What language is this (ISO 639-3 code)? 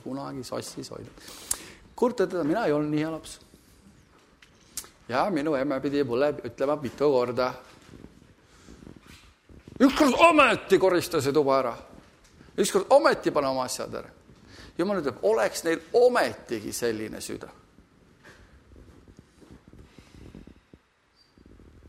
est